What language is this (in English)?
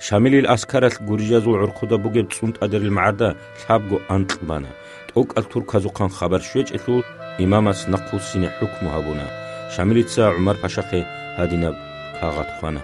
Avaric